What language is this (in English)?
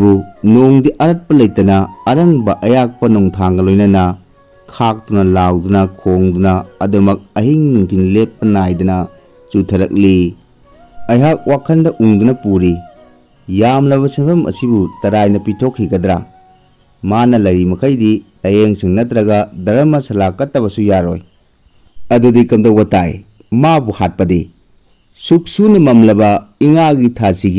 Manipuri